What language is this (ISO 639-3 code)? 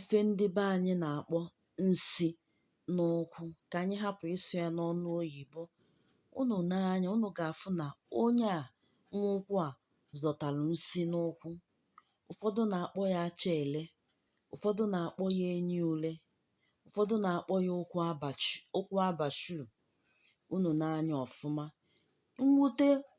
ibo